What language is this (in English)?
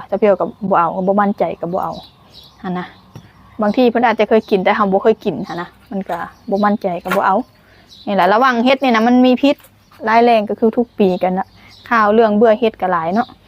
Lao